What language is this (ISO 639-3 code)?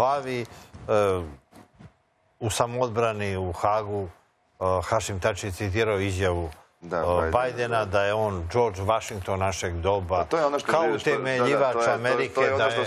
srp